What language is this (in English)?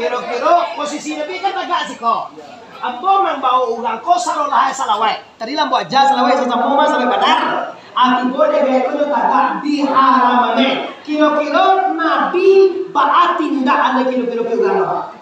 Minangkabau